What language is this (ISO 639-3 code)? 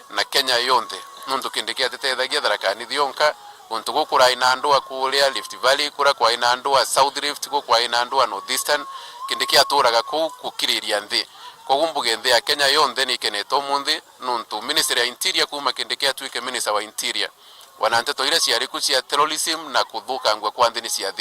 mer